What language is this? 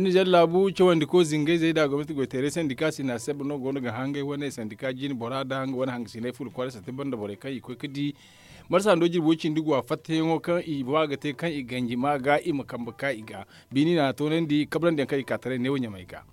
Zarma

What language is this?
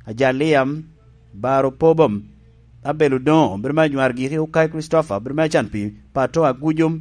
Lango (Uganda)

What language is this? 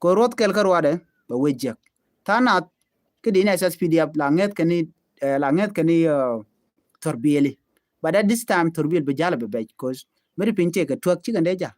Nuer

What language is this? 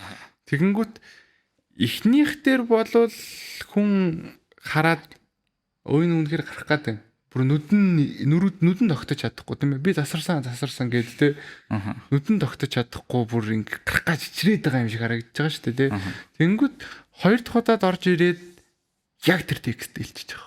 Mongolian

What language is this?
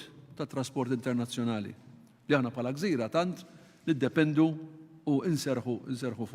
Maltese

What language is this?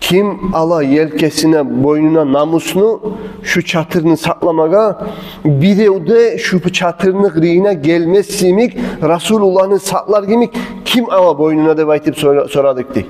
Kumyk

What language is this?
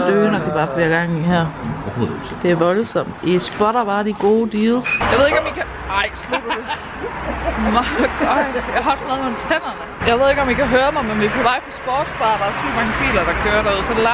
Danish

